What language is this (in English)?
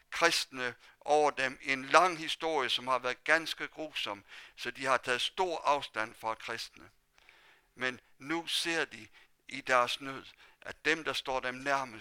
Danish